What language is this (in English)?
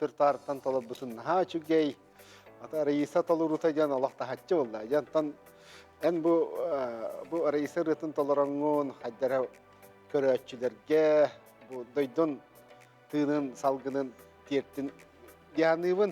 Yakut